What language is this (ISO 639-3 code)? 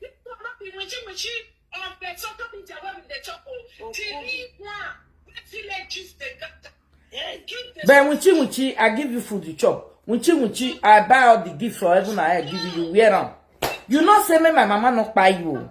pcm